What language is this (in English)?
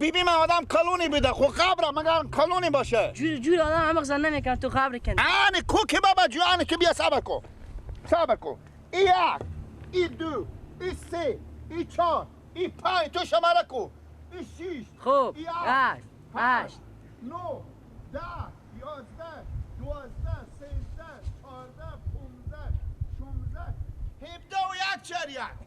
Persian